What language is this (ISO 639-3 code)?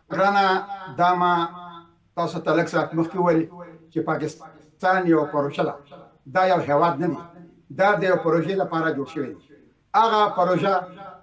pus